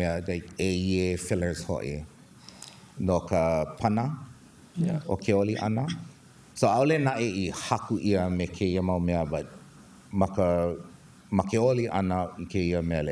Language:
Hawaiian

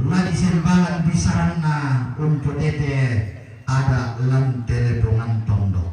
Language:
Toraja-Sa'dan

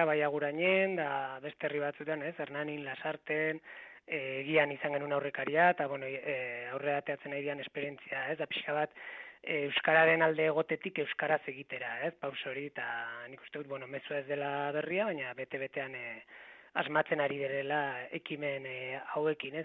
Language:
Basque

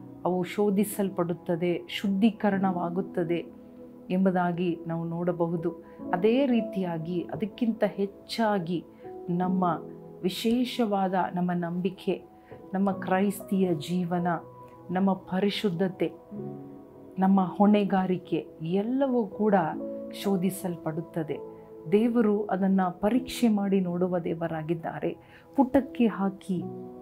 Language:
Kannada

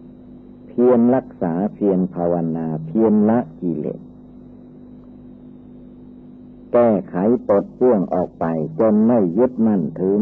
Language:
Thai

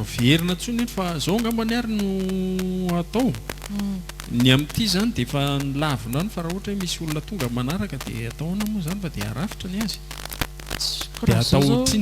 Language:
Malagasy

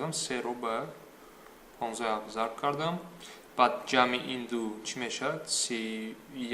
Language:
Tajik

